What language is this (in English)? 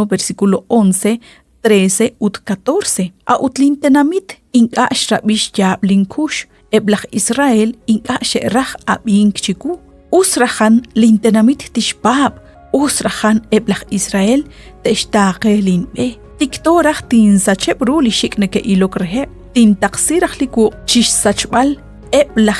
Kekchí